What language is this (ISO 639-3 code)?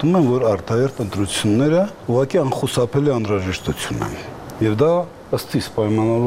hye